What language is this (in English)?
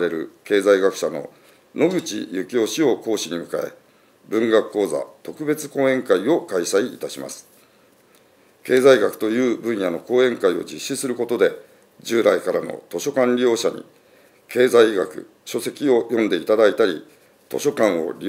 Japanese